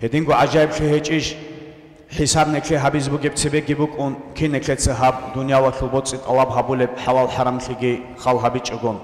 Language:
Avaric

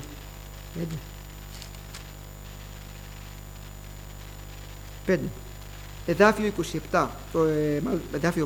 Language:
Greek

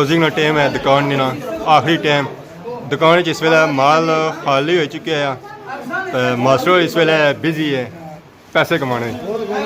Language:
Pahari-Potwari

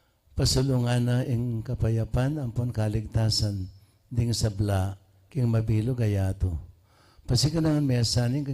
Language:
Pampanga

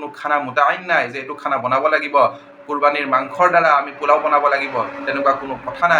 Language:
Assamese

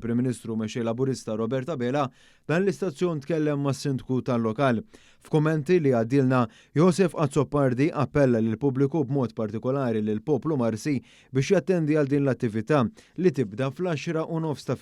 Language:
Maltese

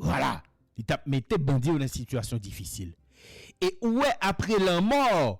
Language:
Haitian Creole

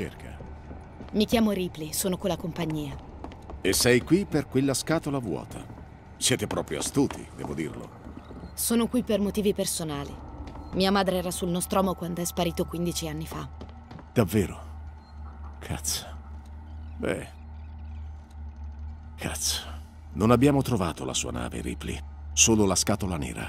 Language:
Italian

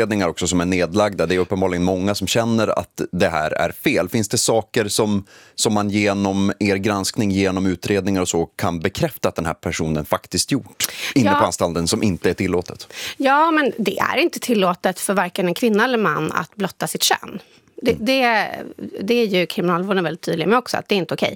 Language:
Swedish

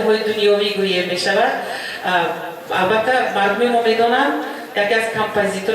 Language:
Tajik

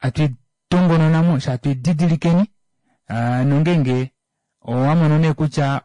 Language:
Kuanyama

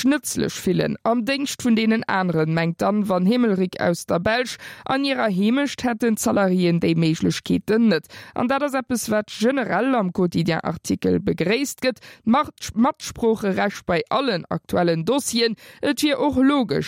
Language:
Luxembourgish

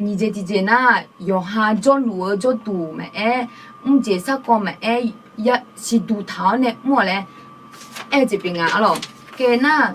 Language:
Akha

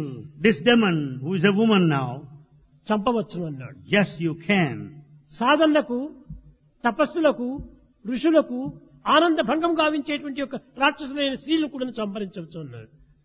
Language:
Telugu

